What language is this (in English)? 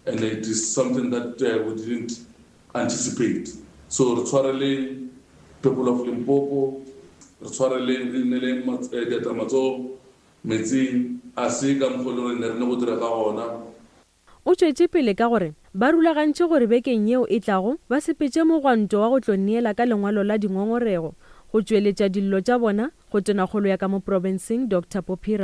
Northern Sotho